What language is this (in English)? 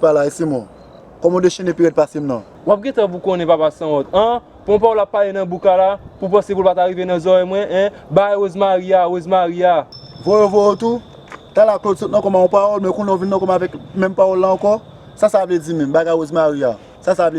Haitian Creole